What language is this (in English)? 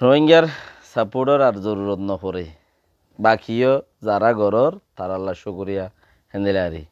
Rohingya